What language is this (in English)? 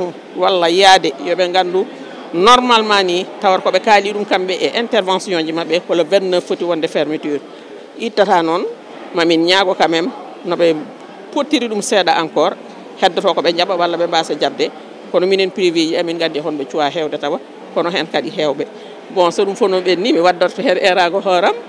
Fula